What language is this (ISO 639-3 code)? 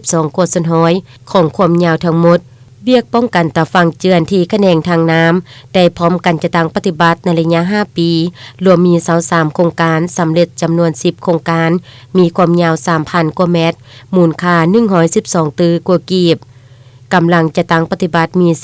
lao